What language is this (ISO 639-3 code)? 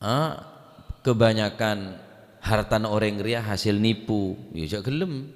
mad